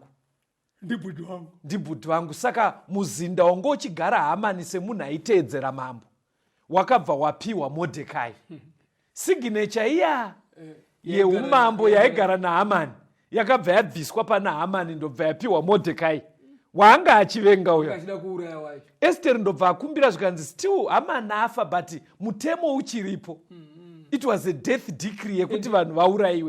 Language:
Shona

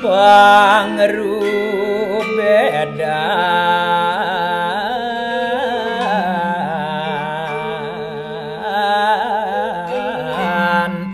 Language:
Balinese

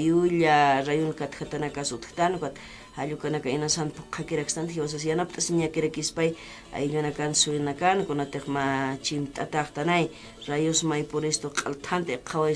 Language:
Aymara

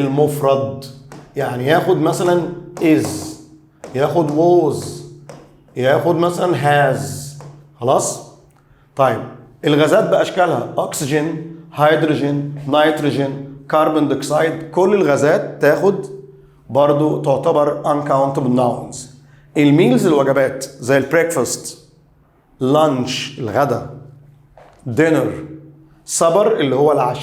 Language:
Egyptian Arabic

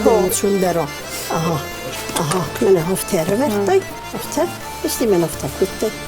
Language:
Ossetic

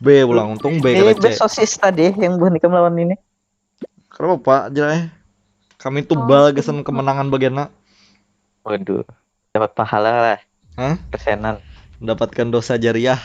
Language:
Banjar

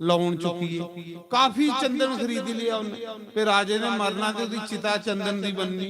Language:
Dogri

